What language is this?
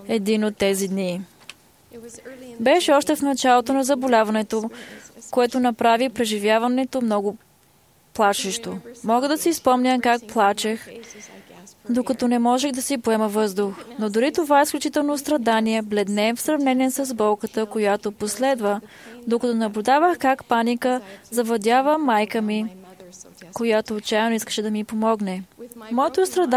Bulgarian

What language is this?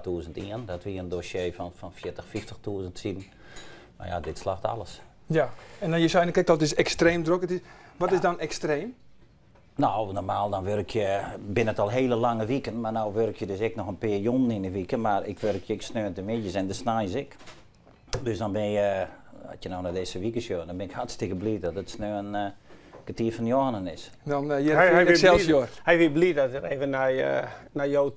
Western Frisian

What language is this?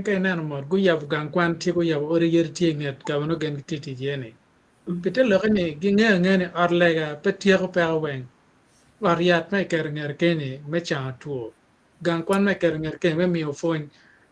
Acoli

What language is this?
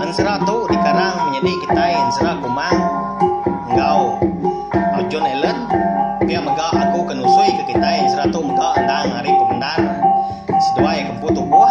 Iban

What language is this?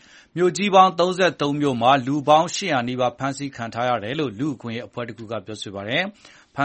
Burmese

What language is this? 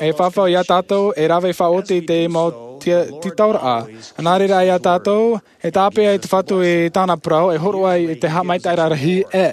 Tahitian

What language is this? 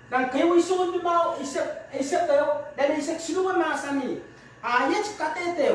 Pohnpeian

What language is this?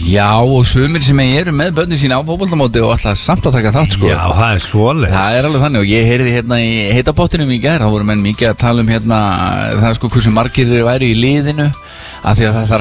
Icelandic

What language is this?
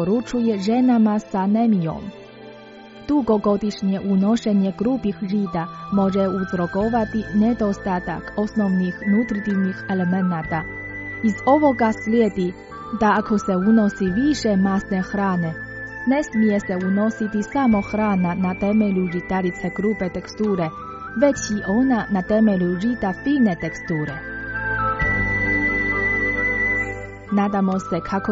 Croatian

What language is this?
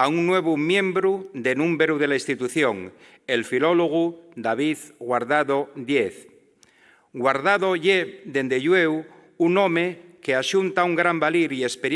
Asturian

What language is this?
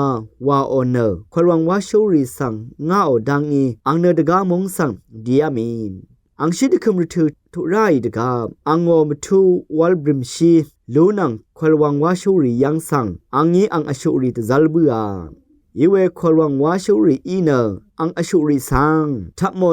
Rawang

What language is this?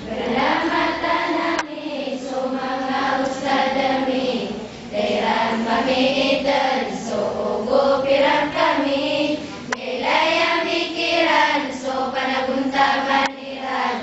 Maranao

